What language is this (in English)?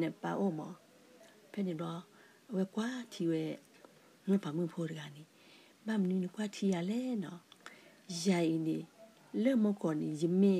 S'gaw Karen